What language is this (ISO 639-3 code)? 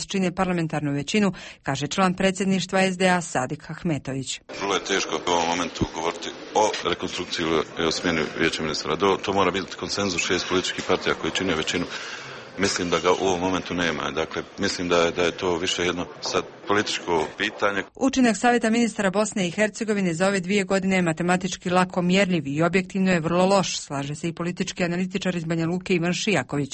bos